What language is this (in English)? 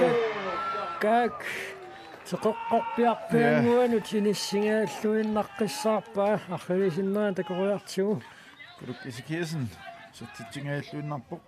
Kalaallisut